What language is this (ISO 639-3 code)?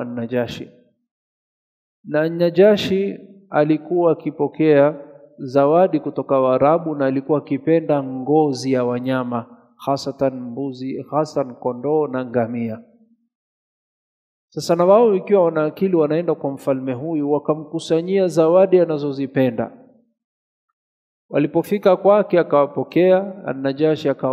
swa